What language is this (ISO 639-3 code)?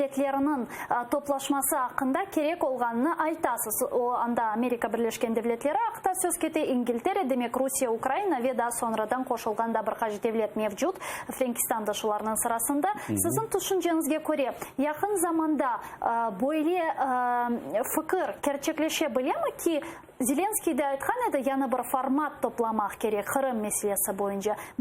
crh